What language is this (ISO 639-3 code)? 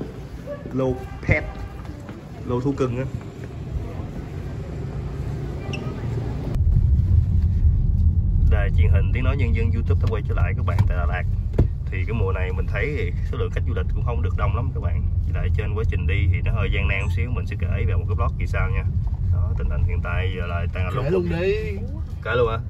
vie